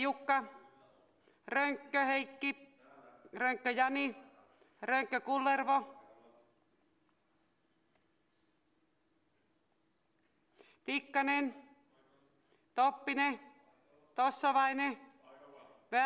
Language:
Finnish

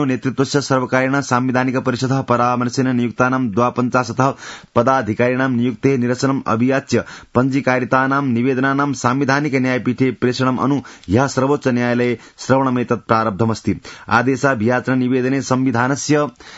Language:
Sanskrit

